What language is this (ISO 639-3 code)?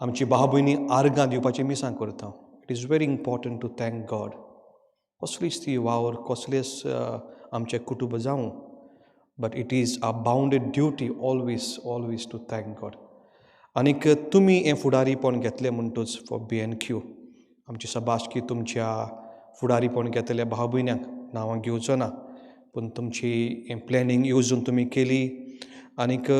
kok